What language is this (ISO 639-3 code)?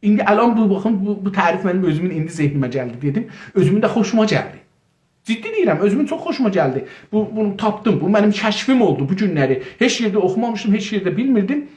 azb